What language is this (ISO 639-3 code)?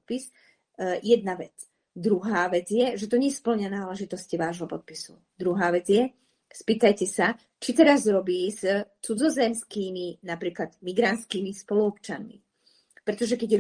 slk